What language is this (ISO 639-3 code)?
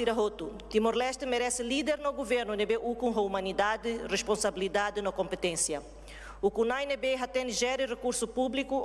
tet